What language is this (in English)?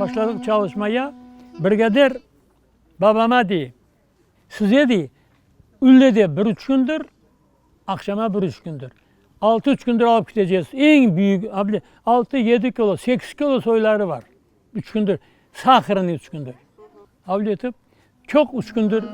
Crimean Tatar